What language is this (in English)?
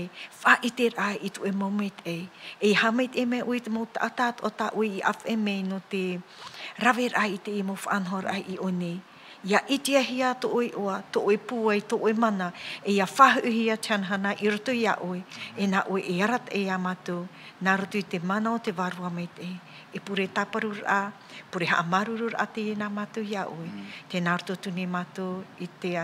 Tahitian